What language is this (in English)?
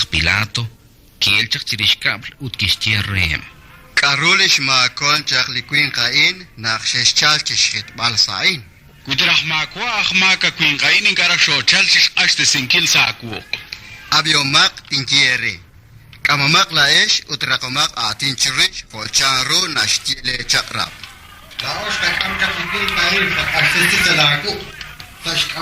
Kekchí